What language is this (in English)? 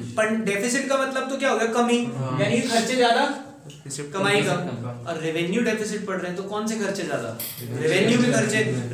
Hindi